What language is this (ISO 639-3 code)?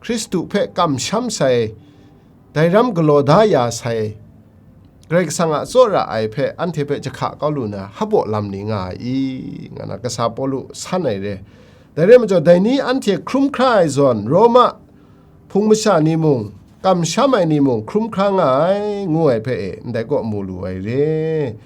kac